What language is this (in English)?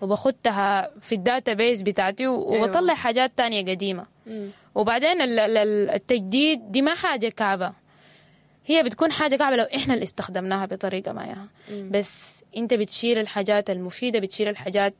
Sudanese Arabic